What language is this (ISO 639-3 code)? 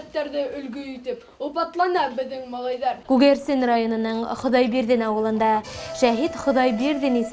bak